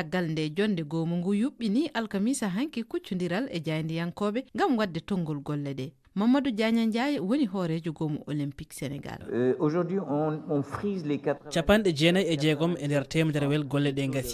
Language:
Fula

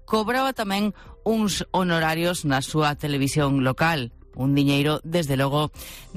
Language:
Galician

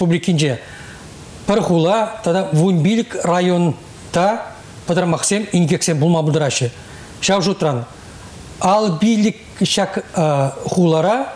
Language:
Chuvash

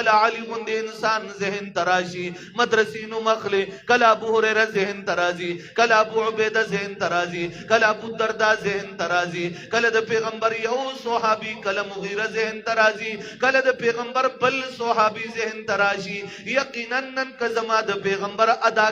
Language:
Pashto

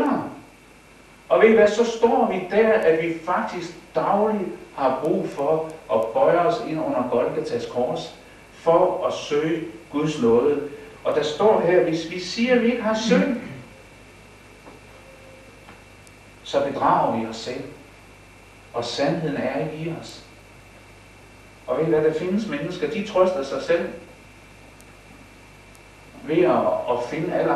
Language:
Danish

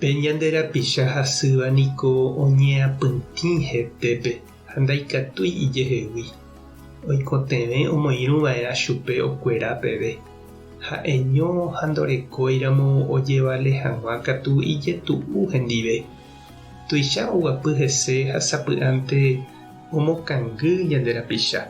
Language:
Guarani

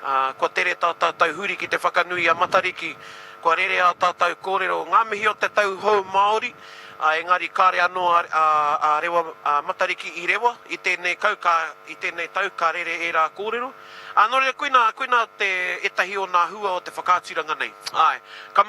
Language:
Māori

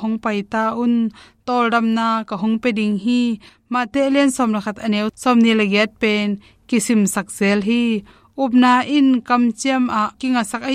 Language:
Tedim Chin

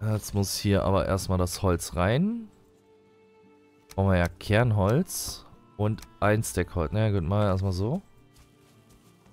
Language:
German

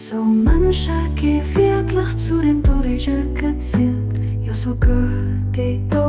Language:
Luxembourgish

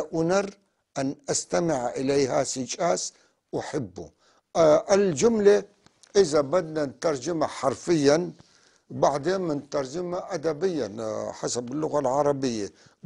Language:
North Levantine Arabic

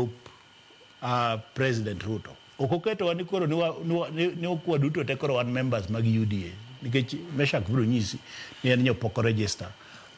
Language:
Luo (Kenya and Tanzania)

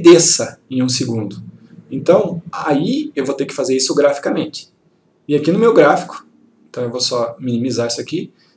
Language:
Portuguese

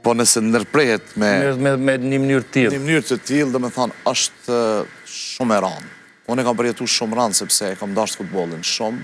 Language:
Albanian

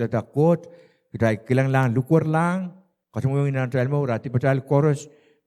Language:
Pohnpeian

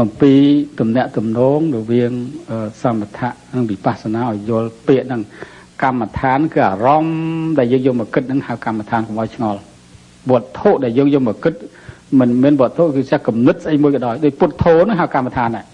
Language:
Khmer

